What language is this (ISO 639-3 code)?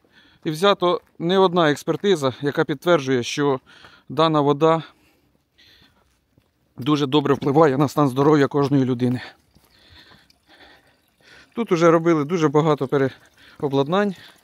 ukr